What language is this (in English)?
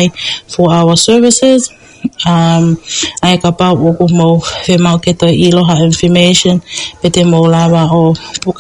Tongan